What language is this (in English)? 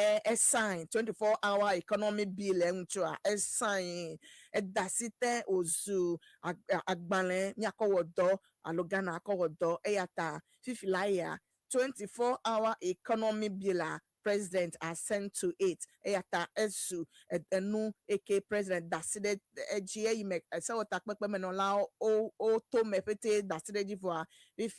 Ewe